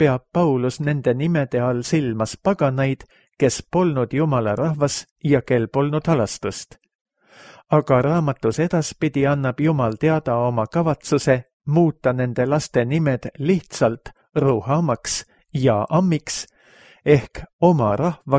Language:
Estonian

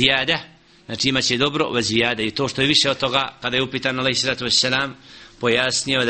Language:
Bosnian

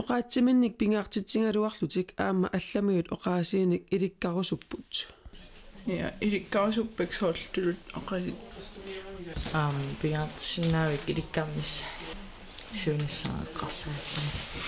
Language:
Kalaallisut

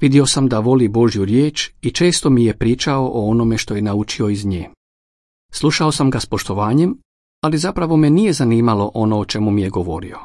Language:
Croatian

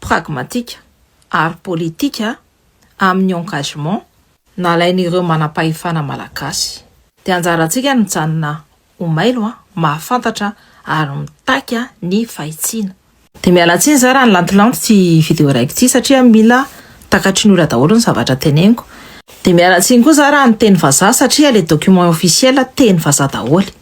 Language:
Malagasy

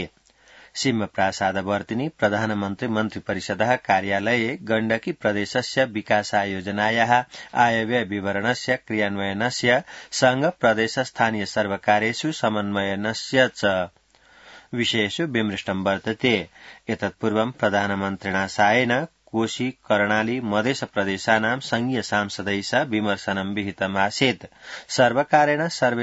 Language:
Sanskrit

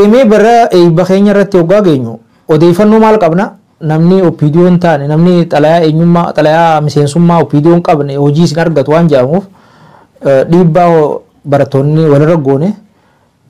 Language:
Oromo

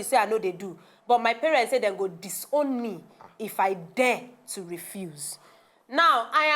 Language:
Nigerian Pidgin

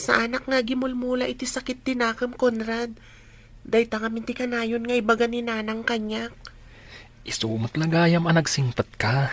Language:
Iloko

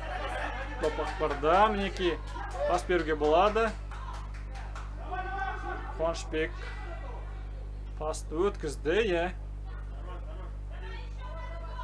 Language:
Kazakh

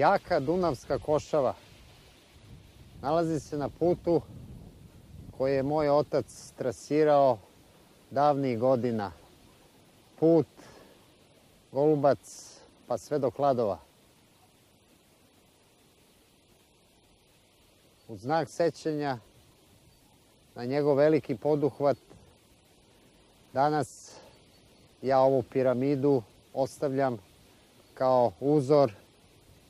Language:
Serbian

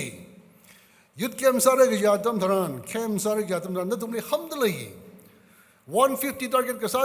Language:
Tangkhul Naga (India)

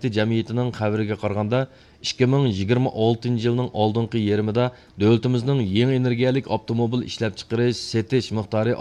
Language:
Uyghur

